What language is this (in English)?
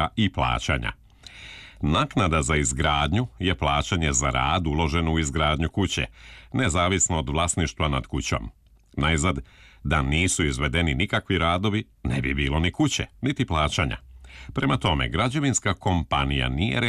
Serbian